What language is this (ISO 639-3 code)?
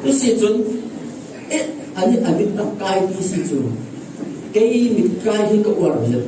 cfm